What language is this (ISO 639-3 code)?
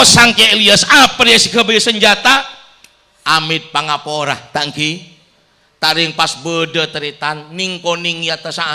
mad